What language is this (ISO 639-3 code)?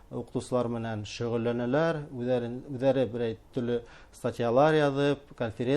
bak